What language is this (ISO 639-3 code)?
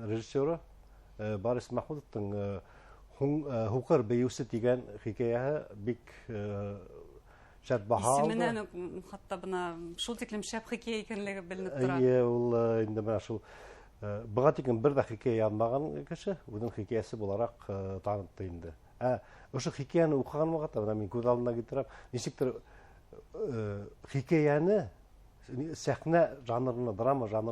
bak